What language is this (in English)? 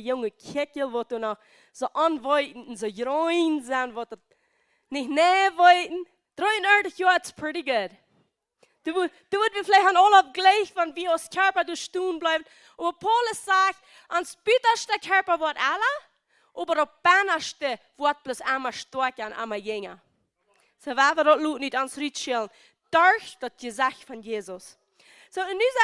Plautdietsch